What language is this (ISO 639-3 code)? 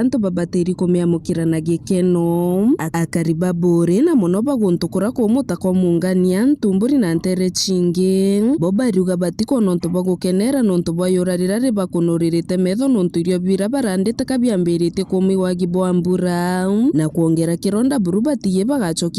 mer